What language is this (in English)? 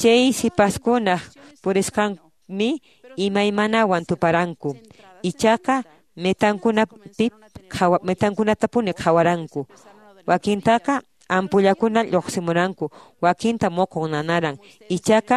Quechua